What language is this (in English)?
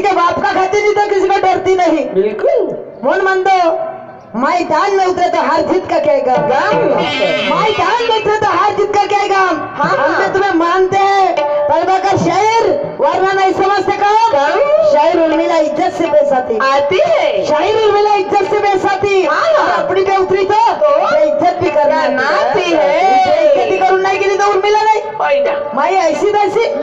Marathi